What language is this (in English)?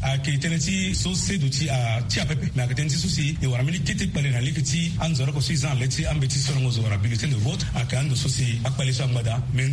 Sango